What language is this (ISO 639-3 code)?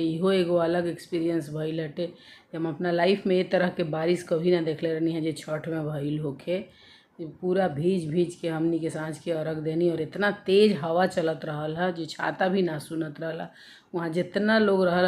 bho